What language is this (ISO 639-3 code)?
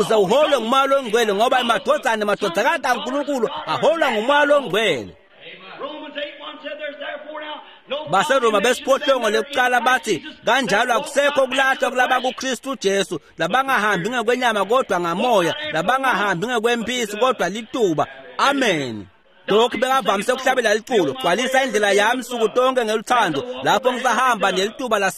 ssw